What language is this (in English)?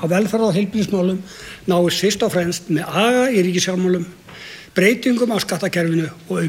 Icelandic